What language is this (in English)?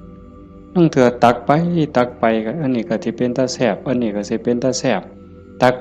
Northeastern Thai